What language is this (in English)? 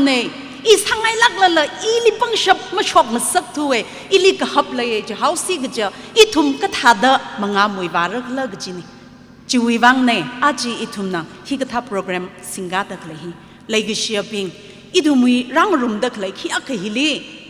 Tangkhul Naga (India)